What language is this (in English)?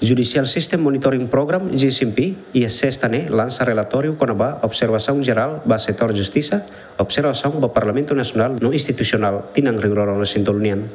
Tetum